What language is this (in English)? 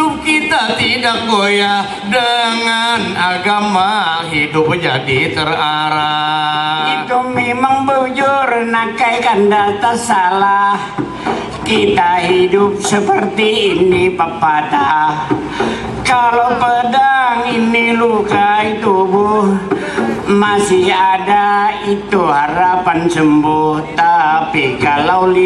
Banjar